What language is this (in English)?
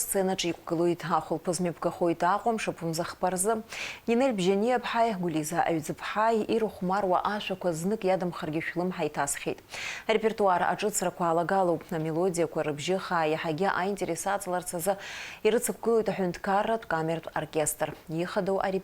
Abkhazian